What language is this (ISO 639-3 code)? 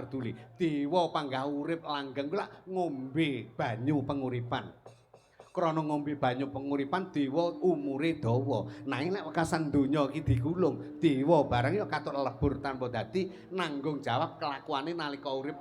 jav